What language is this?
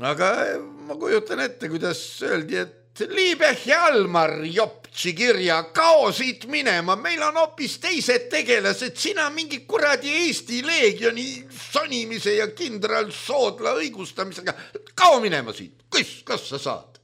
Estonian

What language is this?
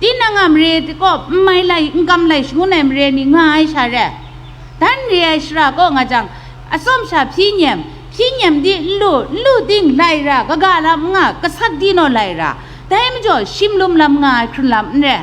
Kachin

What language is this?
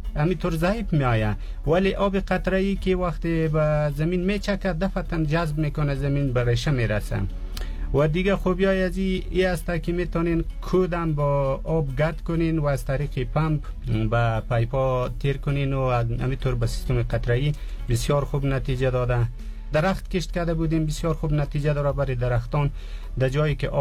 Persian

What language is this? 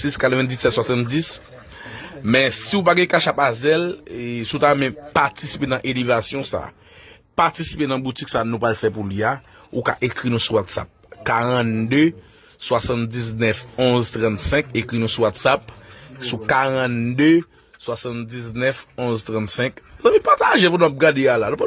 Haitian Creole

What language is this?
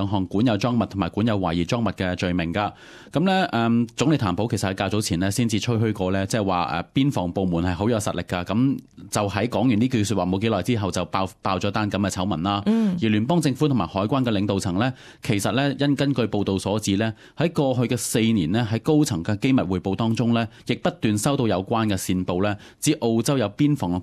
Cantonese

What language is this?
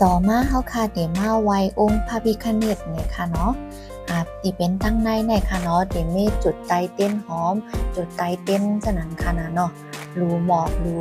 Shan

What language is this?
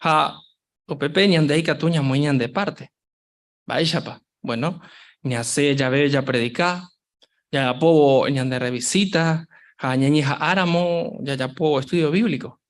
Guarani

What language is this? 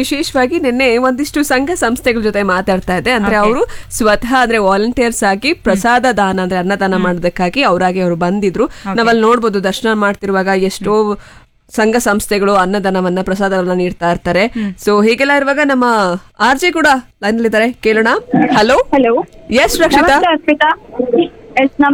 Kannada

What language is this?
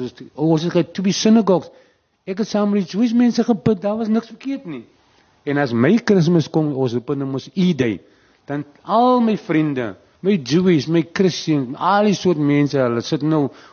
Afrikaans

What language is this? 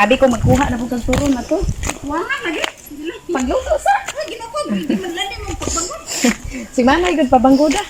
Cebuano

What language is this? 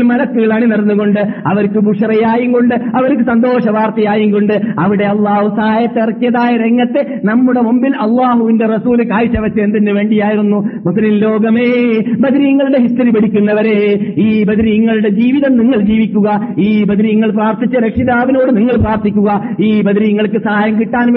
Malayalam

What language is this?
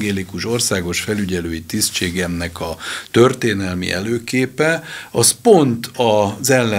Hungarian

